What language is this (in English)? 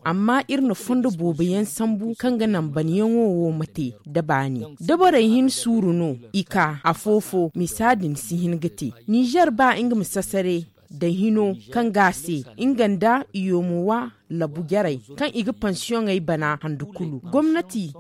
Zarma